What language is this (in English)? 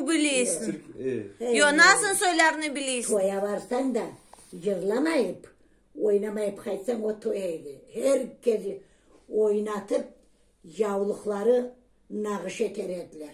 Crimean Tatar